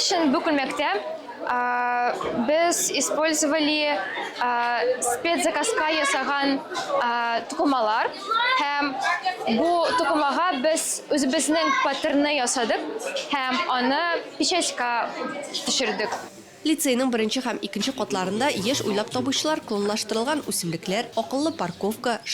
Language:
Tatar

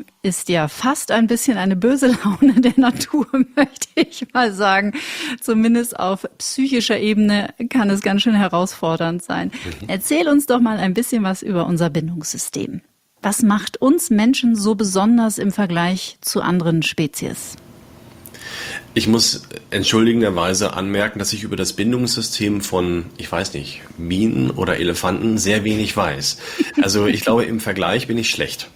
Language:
German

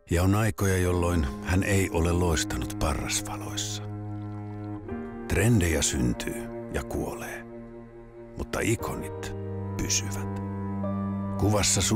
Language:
Finnish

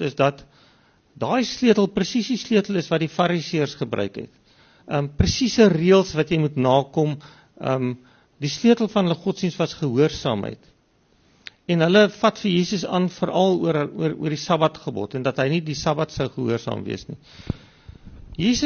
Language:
Afrikaans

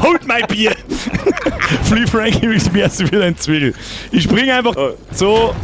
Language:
Bavarian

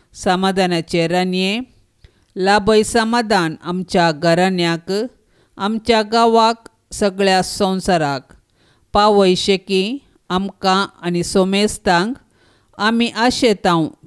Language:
Konkani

